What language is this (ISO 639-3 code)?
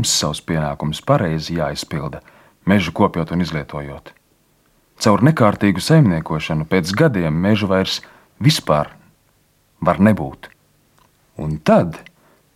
lav